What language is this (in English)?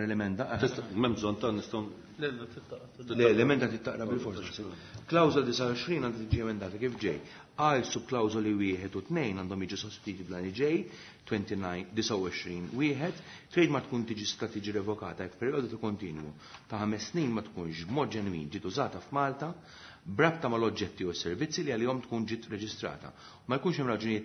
Maltese